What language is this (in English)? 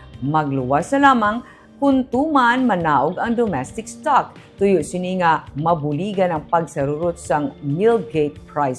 Hiligaynon